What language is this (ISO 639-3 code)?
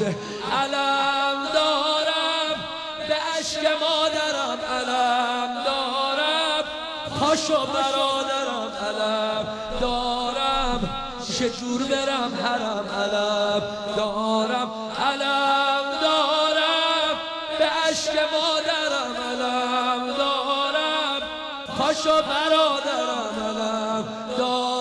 fas